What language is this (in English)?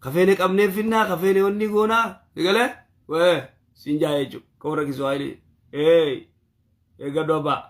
Oromo